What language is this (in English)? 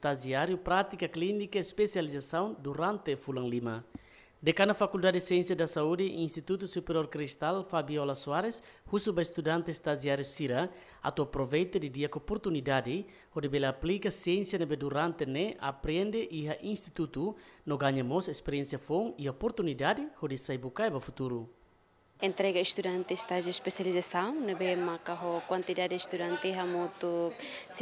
Tetum